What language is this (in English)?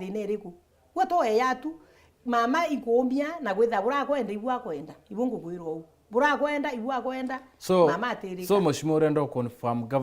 Meru